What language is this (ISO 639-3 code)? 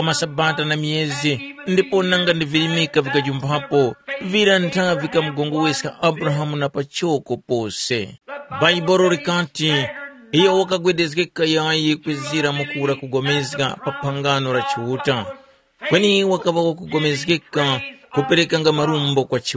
tum